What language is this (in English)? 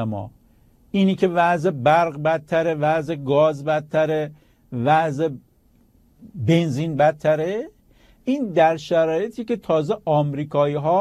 Persian